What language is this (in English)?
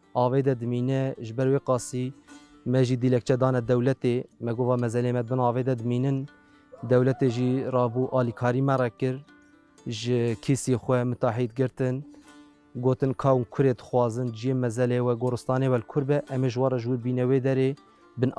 Kurdish